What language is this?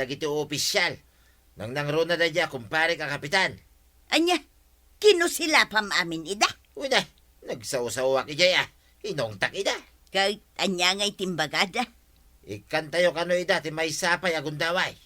Iloko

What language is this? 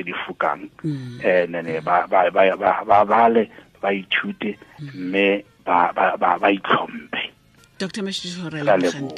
Tswana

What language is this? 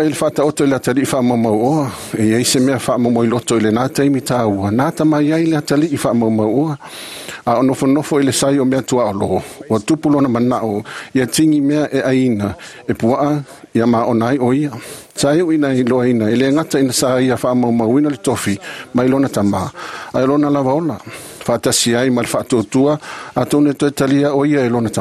Samoan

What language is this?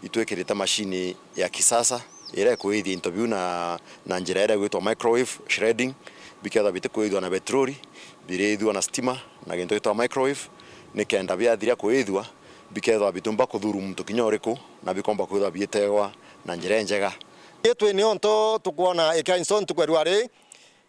Meru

